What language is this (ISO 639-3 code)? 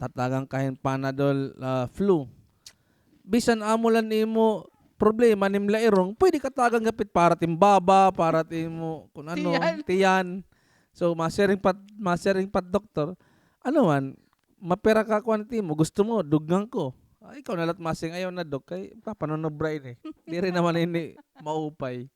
war